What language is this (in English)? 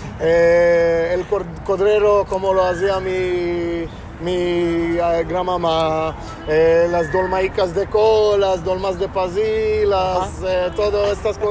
Ladino